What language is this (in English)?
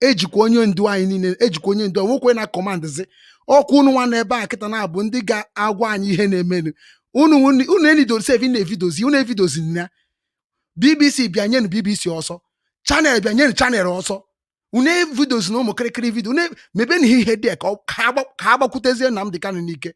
Igbo